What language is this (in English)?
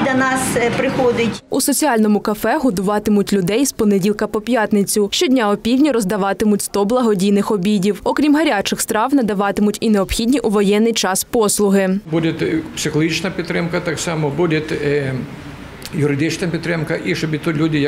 Ukrainian